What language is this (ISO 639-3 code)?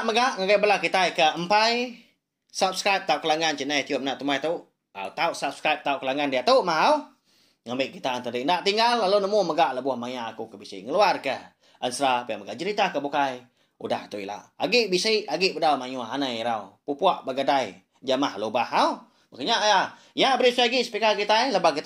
iba